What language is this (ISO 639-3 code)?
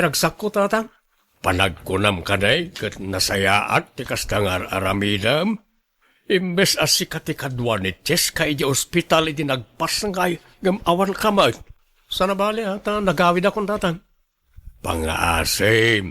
ilo